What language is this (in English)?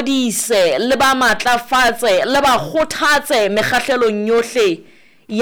Southern Sotho